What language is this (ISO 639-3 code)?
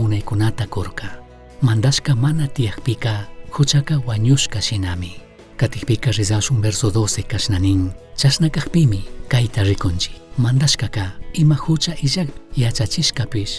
qug